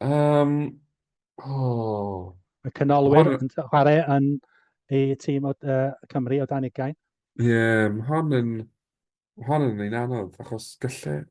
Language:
Welsh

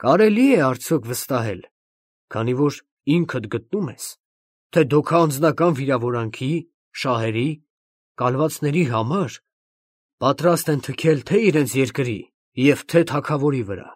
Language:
Armenian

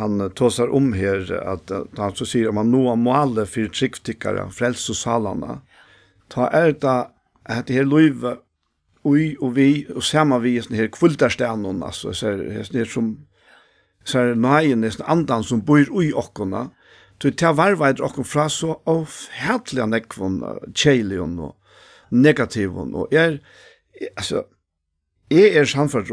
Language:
Faroese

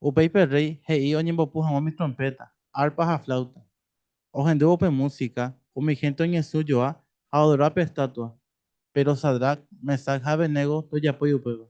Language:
Guarani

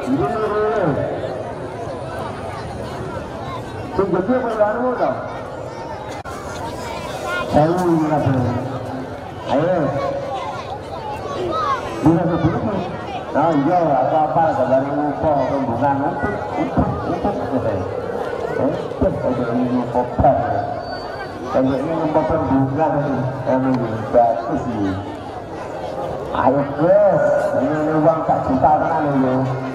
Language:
Indonesian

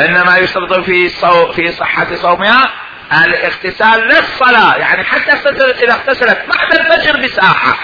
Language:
Mesopotamian Arabic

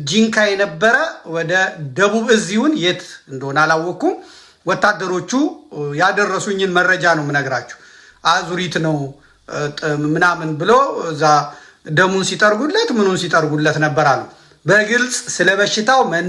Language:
Amharic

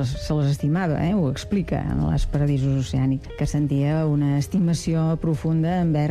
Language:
Catalan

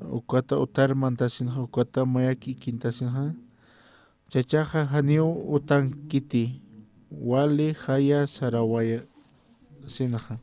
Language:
Aymara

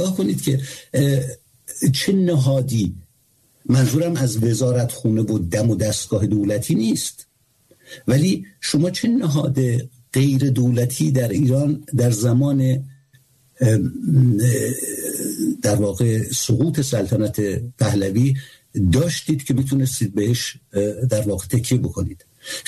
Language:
Persian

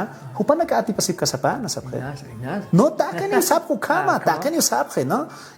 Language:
Aymara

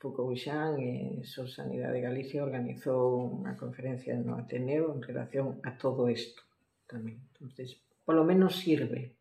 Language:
Galician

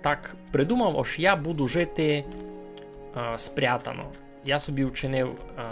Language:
Rusyn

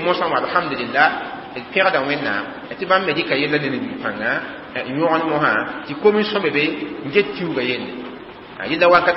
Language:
Mossi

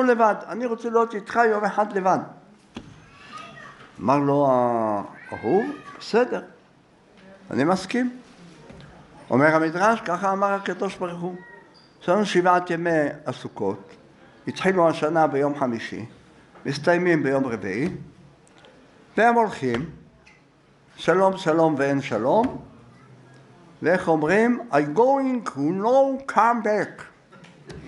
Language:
Hebrew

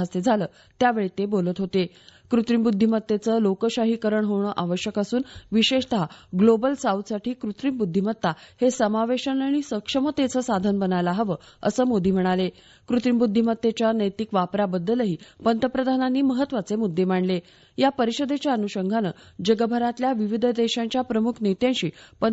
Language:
Marathi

